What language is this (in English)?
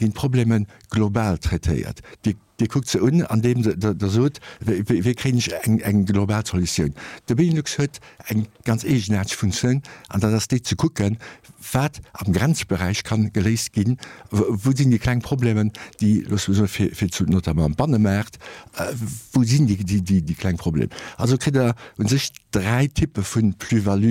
Luxembourgish